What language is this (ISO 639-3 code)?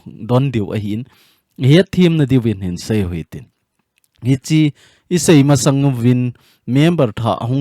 tcz